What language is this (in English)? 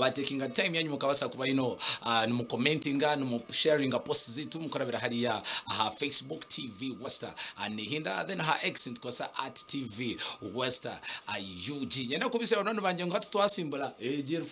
Nyankole